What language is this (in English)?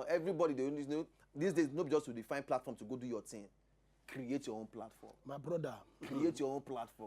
Nigerian Pidgin